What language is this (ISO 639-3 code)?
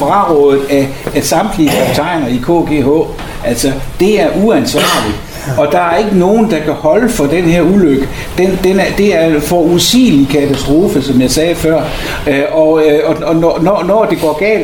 dan